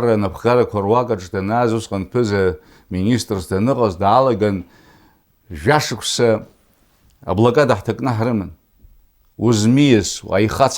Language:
Abkhazian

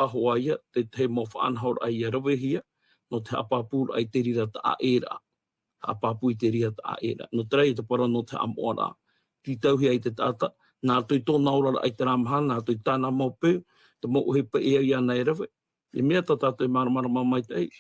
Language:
Tahitian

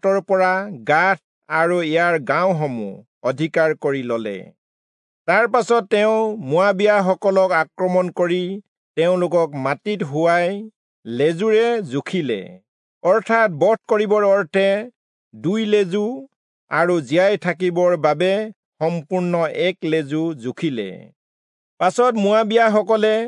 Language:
Assamese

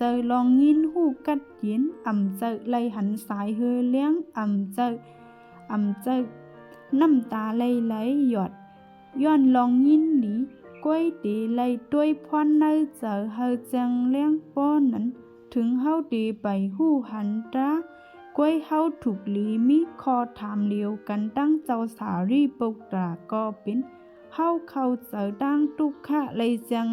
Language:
Shan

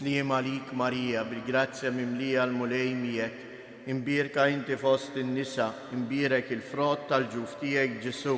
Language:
Maltese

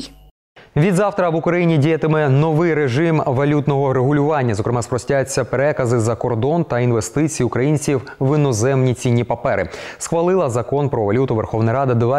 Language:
Ukrainian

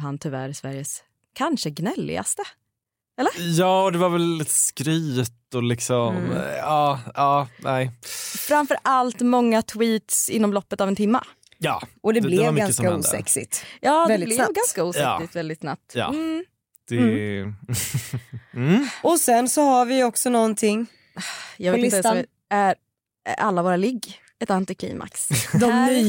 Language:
Swedish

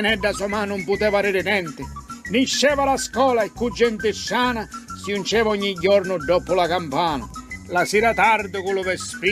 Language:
Sicilian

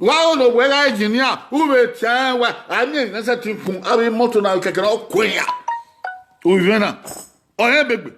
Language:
Bini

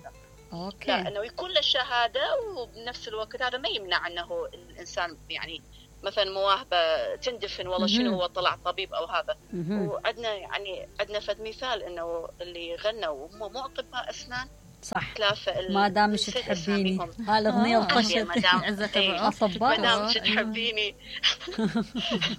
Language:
Mesopotamian Arabic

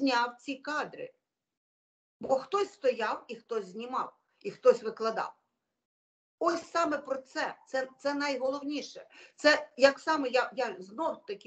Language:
Ukrainian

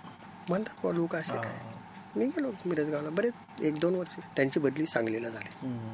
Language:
Marathi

